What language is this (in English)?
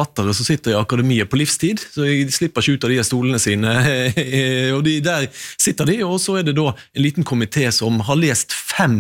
Norwegian